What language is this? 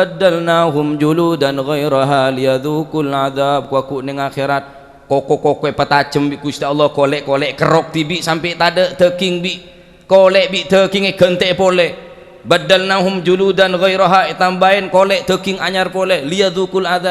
Madurese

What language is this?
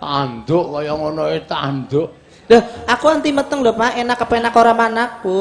Javanese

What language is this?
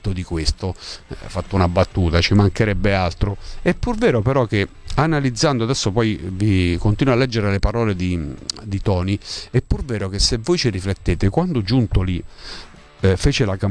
Italian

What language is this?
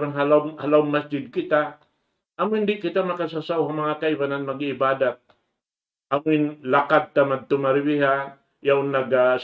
Tausug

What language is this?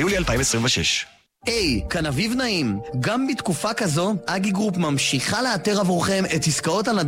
Hebrew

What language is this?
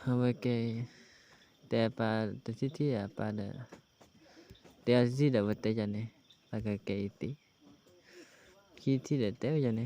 S'gaw Karen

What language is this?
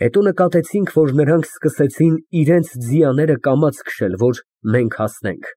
Armenian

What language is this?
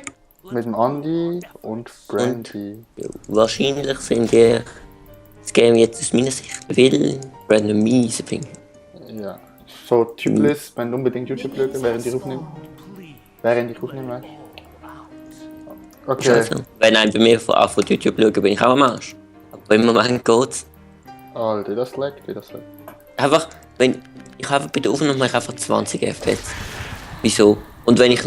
Swiss German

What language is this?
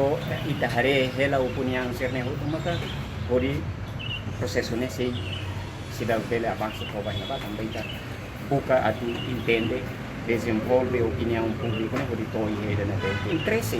Tetum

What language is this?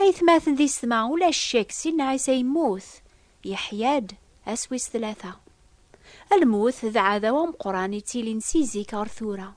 Kabyle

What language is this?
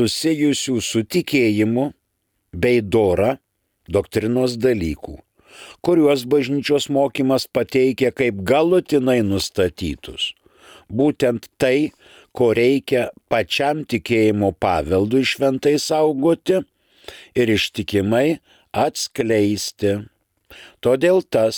Lithuanian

